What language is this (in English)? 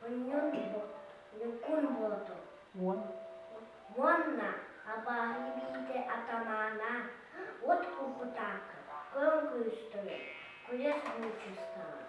Yakut